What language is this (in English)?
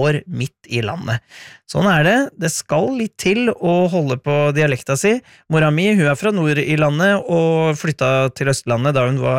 Norwegian